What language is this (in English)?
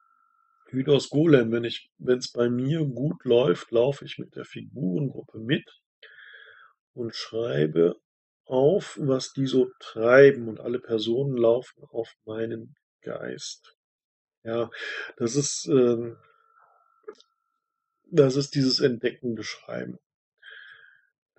German